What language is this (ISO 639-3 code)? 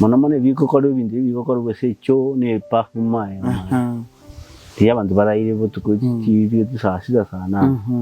guz